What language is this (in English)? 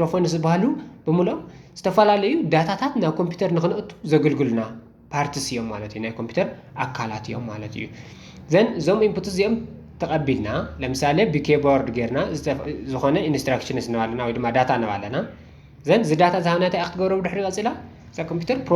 Tigrinya